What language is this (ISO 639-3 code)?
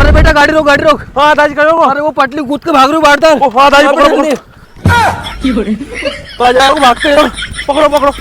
raj